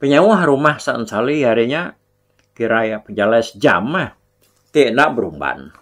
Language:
Iban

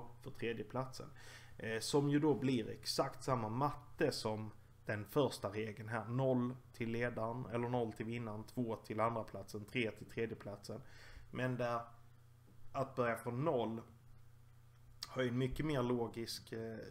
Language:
Swedish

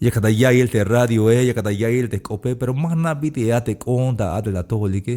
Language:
Tzeltal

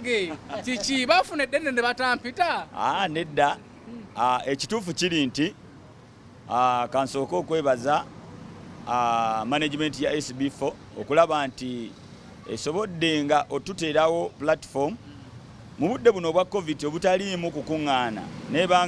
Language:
Ganda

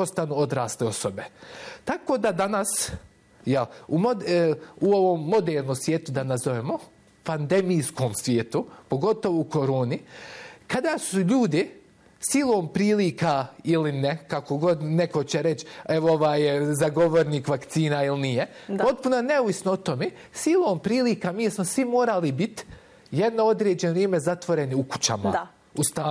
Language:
Bosnian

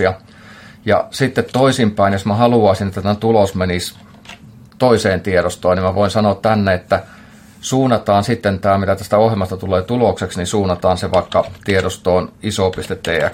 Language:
Finnish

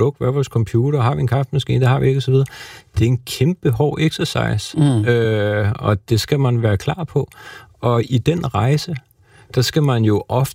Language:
Danish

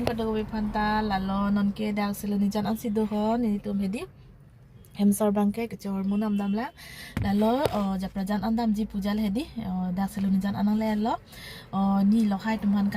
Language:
Karbi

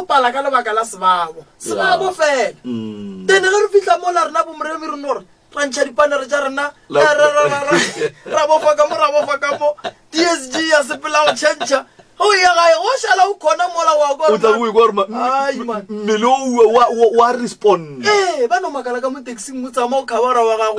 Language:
Northern Sotho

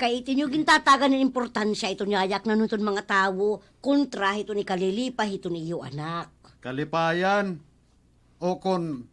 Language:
Waray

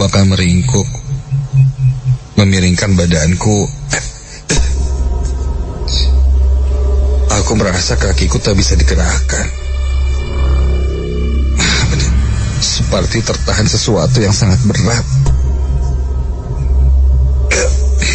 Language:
Indonesian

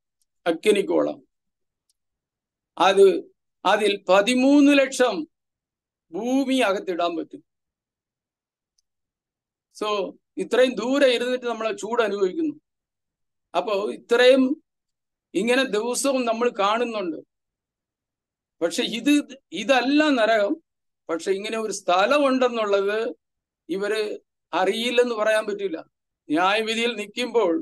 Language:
Malayalam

